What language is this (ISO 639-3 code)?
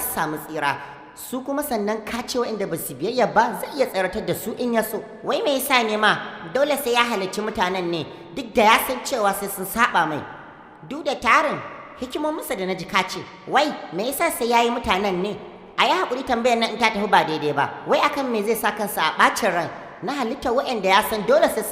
hau